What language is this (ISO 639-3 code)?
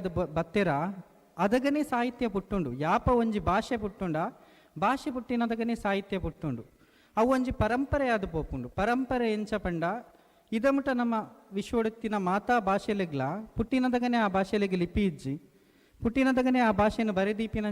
tcy